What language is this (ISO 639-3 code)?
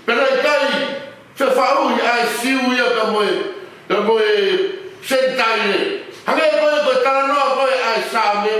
ton